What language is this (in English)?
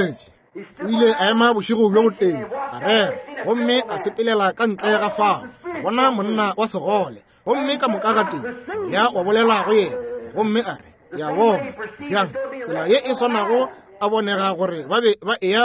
Northern Sotho